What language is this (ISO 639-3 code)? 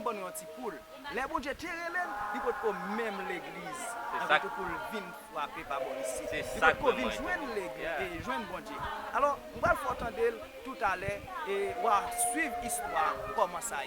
hat